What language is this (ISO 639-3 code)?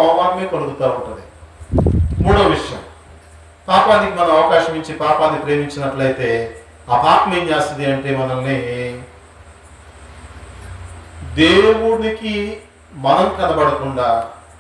tel